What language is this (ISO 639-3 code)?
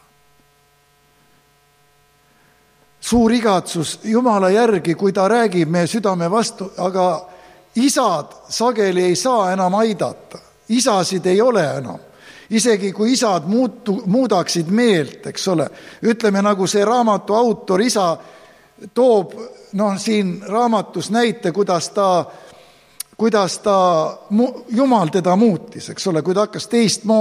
est